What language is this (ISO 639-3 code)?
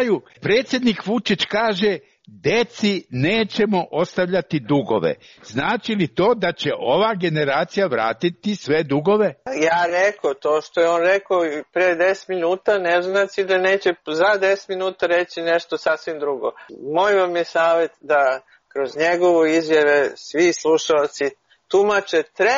srp